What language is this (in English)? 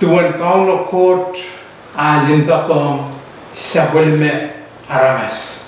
Pohnpeian